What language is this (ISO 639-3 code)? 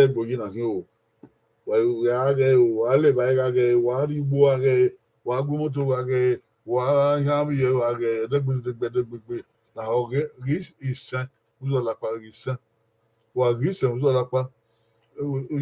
bin